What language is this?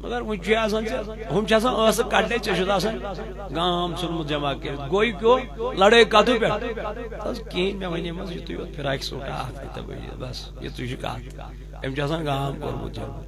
Kashmiri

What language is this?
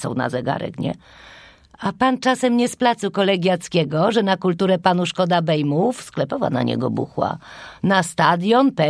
Polish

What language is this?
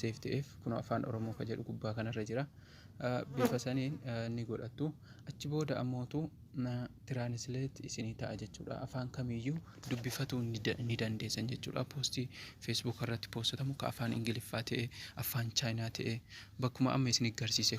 Oromo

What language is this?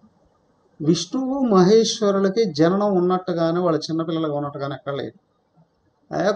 Telugu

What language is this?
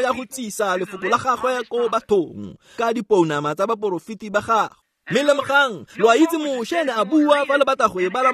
Tswana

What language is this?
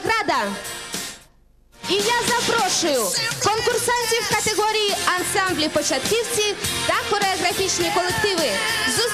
Ukrainian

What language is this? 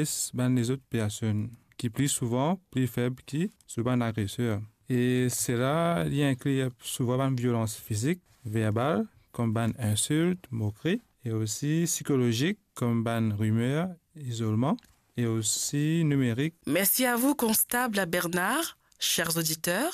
Morisyen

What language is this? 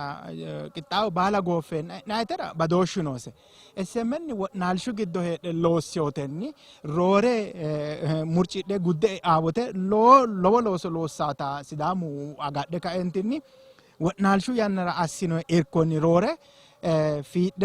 Sidamo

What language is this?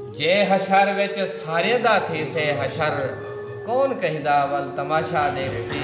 Saraiki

